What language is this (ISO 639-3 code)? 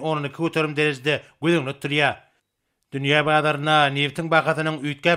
tuk